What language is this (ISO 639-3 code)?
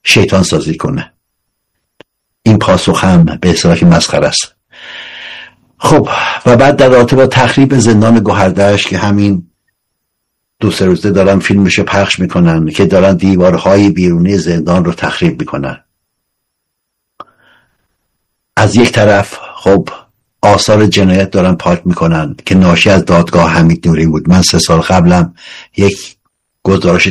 fas